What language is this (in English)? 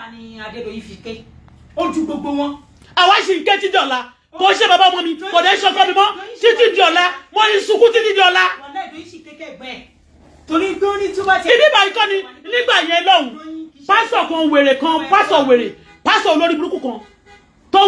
Yoruba